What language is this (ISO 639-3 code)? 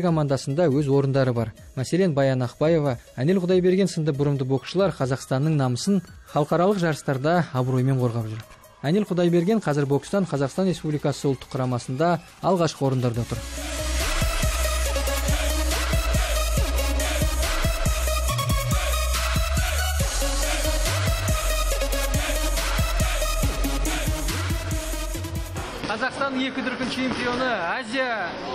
kaz